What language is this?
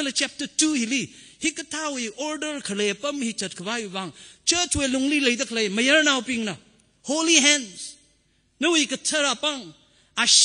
Tangkhul Naga (India)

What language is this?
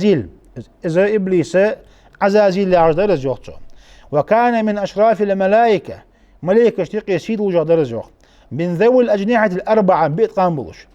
Ingush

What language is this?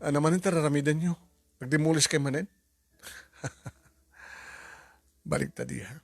Iloko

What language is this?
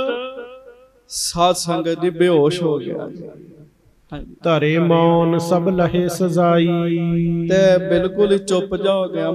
Punjabi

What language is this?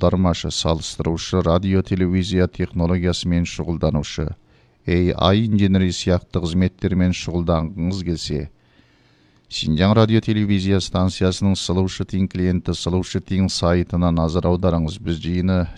Kazakh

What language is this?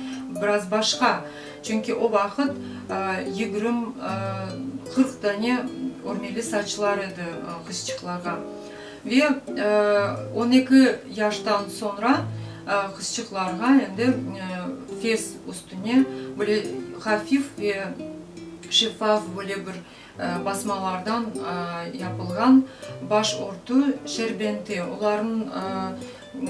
Crimean Tatar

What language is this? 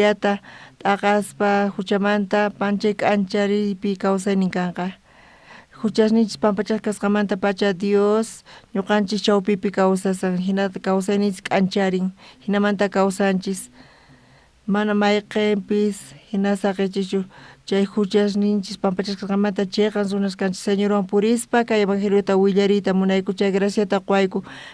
South Bolivian Quechua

